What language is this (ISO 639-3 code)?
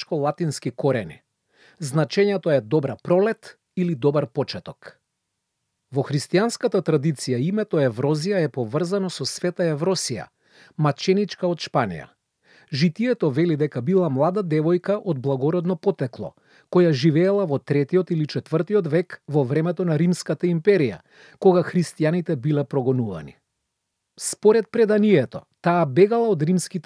mkd